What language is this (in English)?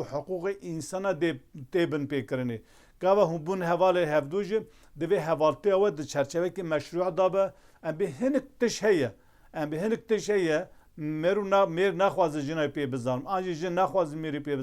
Kurdish